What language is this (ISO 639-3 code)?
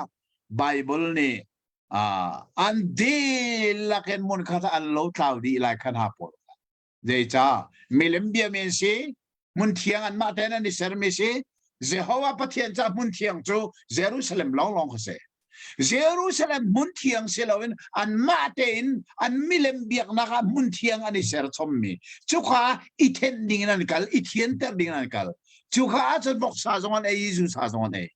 cnh